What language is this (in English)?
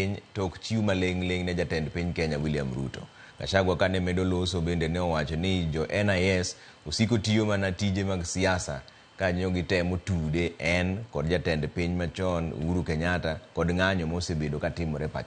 Luo (Kenya and Tanzania)